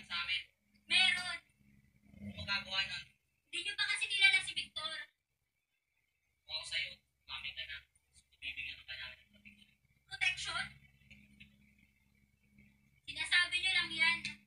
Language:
Filipino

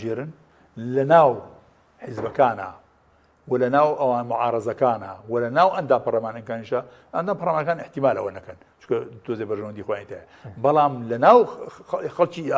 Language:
Central Kurdish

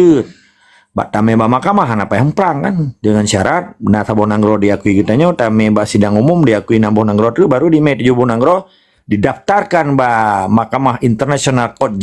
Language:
Achinese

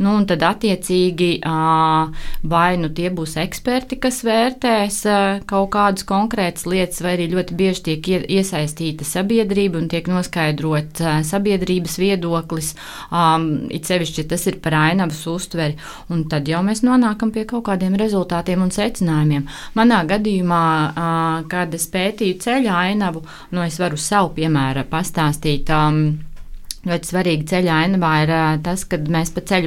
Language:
Latvian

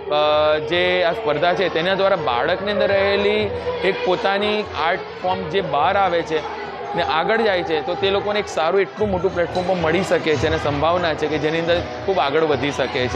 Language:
Gujarati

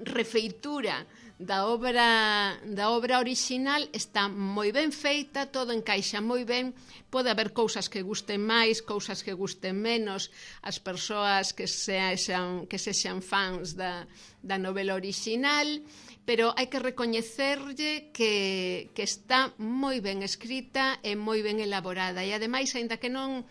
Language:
Galician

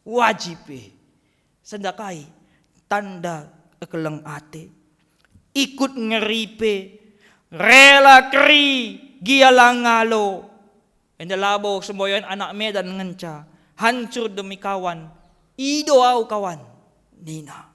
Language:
Batak Karo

